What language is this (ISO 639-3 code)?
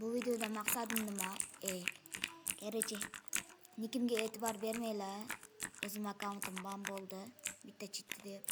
uzb